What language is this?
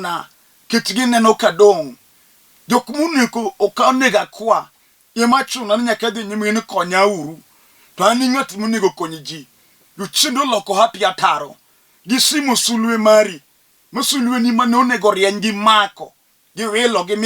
Luo (Kenya and Tanzania)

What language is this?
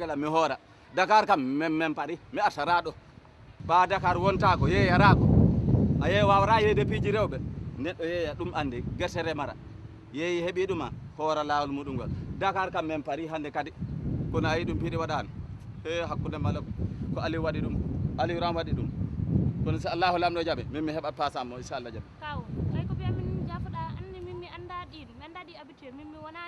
Fula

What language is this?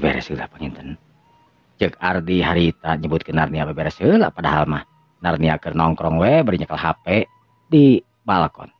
Sundanese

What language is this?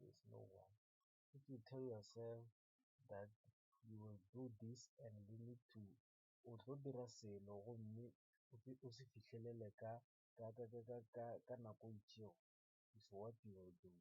Northern Sotho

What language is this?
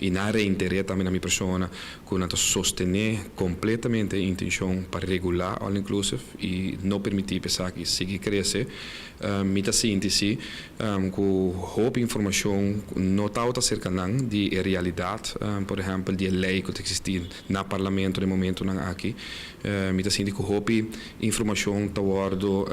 Papiamento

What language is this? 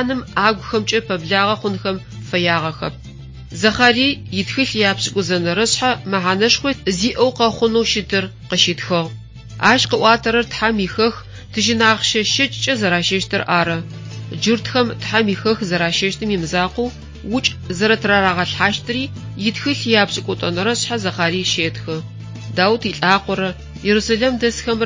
Adyghe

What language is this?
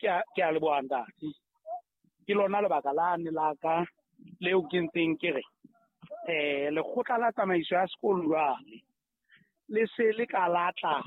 Southern Sotho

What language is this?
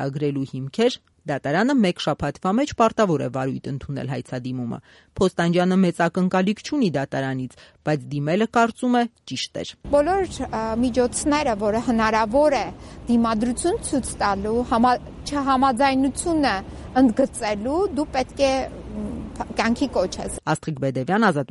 Armenian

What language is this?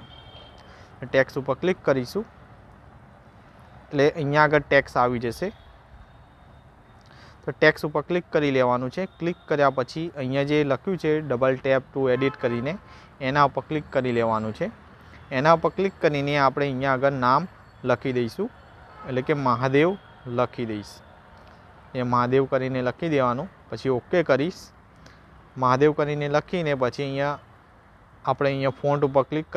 Gujarati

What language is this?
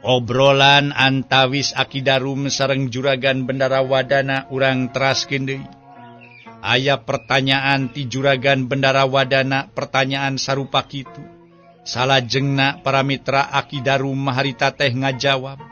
Sundanese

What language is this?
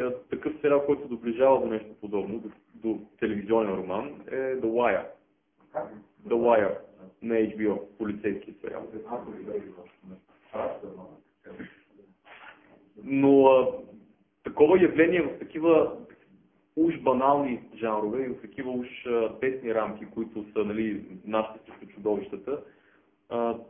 Bulgarian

